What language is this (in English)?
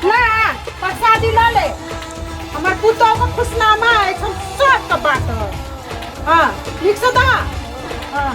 Maithili